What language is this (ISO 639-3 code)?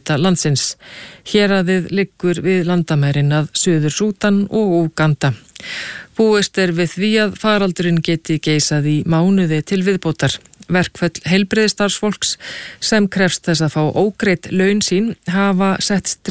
isl